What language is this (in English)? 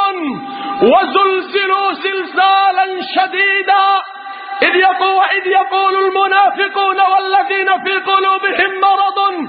Arabic